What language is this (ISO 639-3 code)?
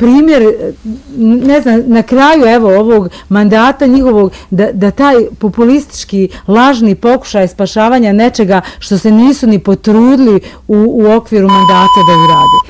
bos